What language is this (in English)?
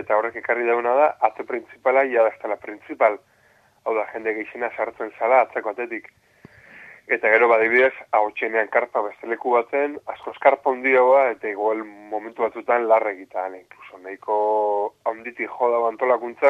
Basque